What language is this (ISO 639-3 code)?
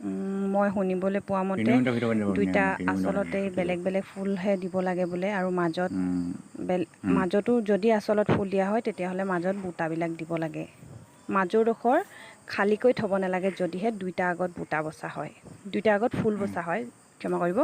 asm